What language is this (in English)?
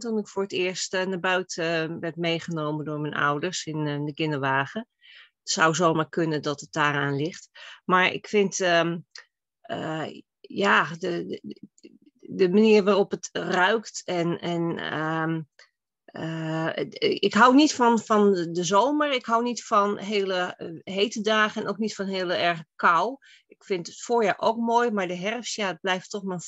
Dutch